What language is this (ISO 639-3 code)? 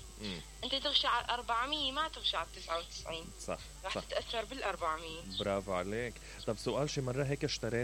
acm